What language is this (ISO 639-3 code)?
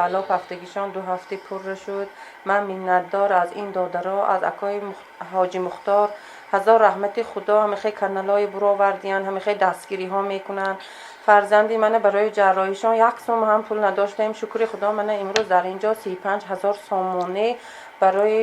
tgk